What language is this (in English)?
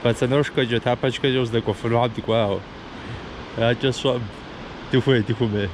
Kabardian